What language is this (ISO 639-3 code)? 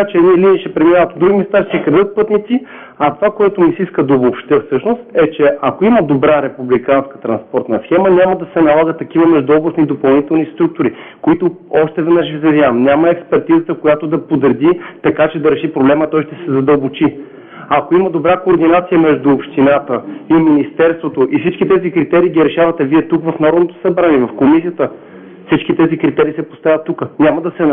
bul